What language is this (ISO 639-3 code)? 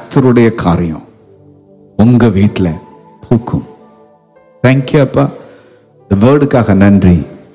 tam